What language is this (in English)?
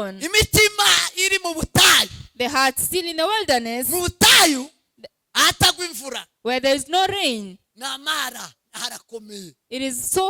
Kinyarwanda